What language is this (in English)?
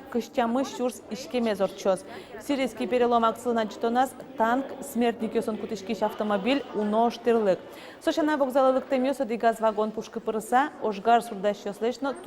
Udmurt